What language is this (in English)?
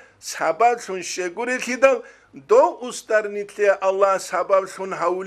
Avaric